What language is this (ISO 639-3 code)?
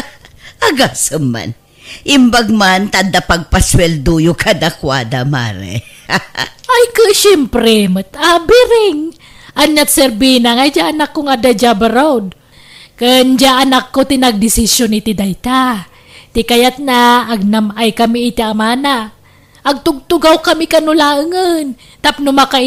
ilo